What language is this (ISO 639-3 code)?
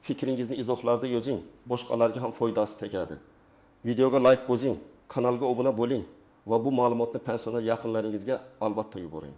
uzb